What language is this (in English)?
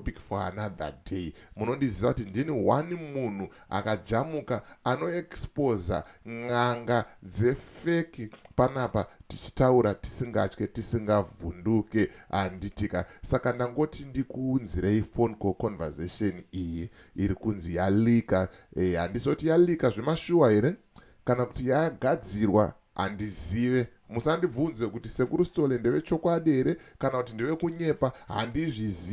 Shona